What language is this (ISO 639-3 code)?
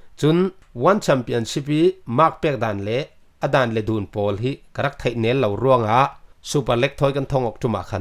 cfm